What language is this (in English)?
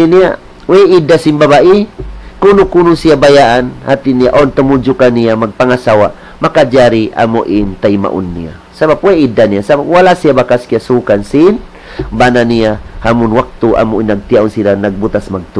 Tausug